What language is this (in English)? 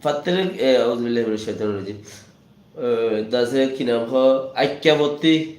Rohingya